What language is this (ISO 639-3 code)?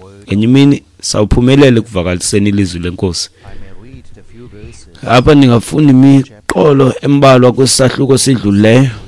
xho